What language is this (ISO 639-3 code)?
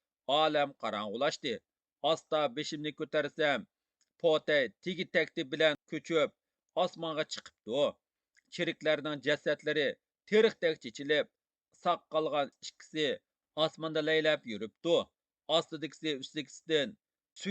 uig